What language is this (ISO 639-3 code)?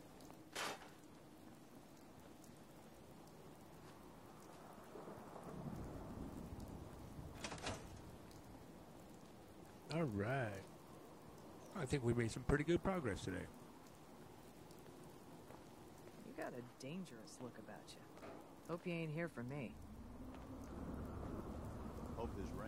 eng